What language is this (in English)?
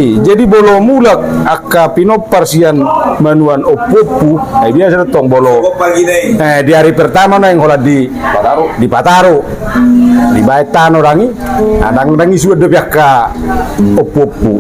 Batak Toba